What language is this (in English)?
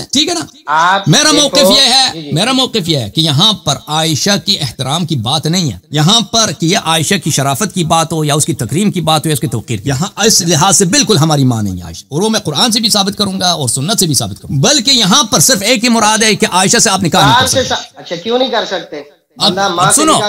Urdu